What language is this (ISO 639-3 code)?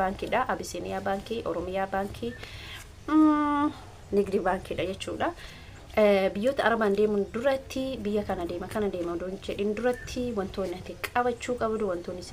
orm